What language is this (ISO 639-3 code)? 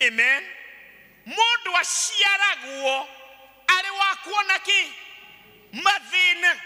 kik